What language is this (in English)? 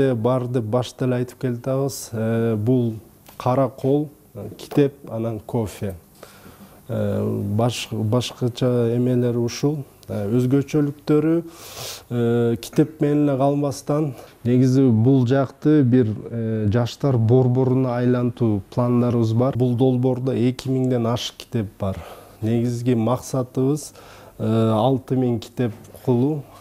Kyrgyz